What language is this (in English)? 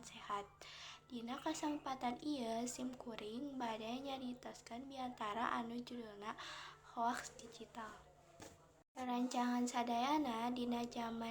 Sundanese